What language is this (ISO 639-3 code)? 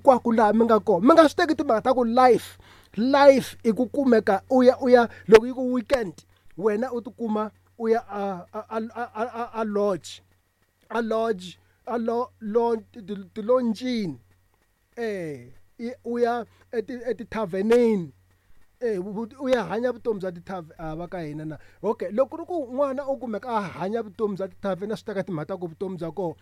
tso